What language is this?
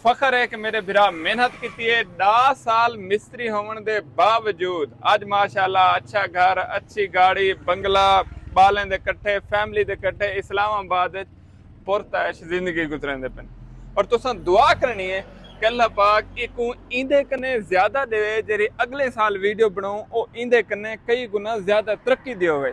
Saraiki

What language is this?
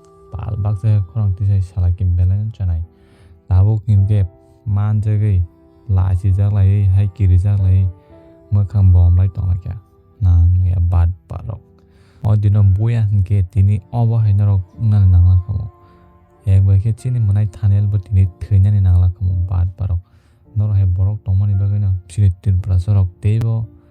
Kok Borok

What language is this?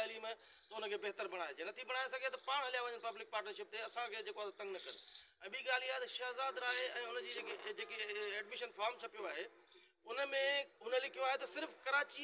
Sindhi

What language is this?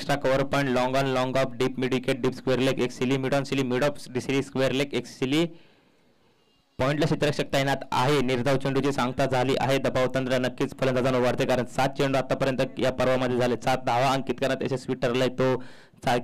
Marathi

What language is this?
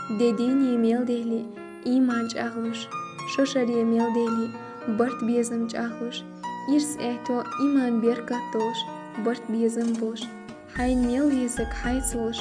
Chechen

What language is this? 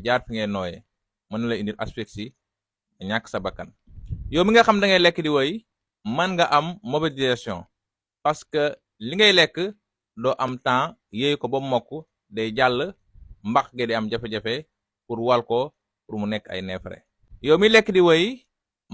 Wolof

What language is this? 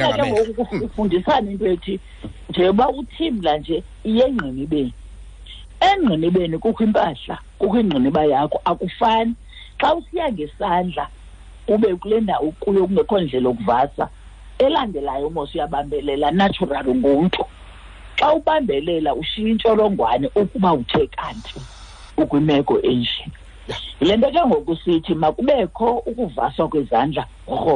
Xhosa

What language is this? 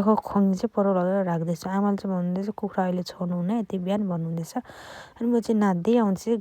Nepali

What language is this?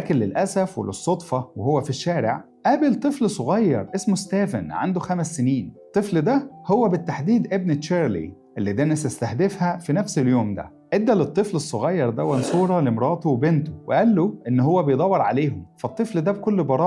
Egyptian Arabic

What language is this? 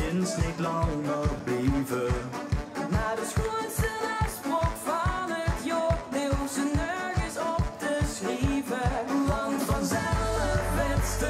Limburgish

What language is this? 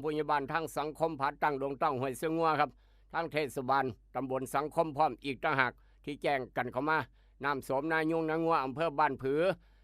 Northeastern Thai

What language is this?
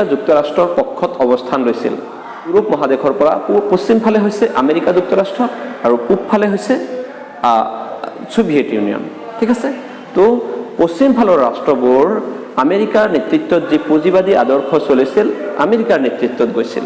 Assamese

